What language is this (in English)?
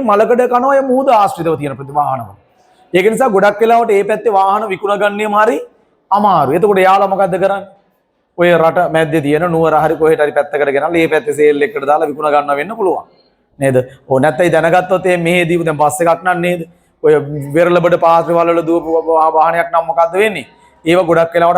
Sinhala